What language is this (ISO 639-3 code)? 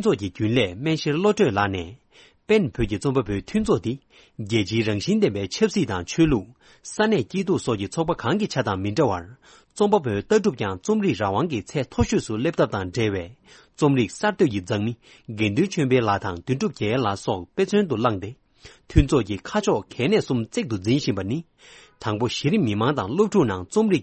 bod